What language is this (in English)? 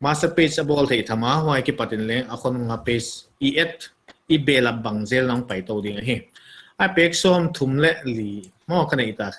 Paite Chin